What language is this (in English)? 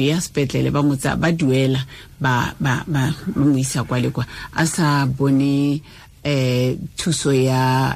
Tswana